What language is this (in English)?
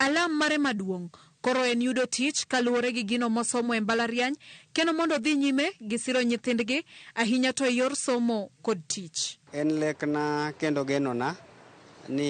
Luo (Kenya and Tanzania)